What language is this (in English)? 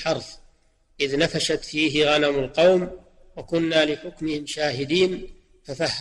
Arabic